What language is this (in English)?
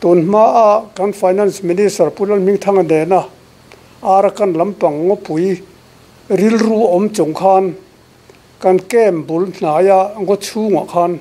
Mizo